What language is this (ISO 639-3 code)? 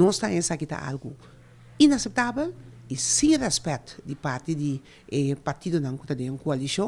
pap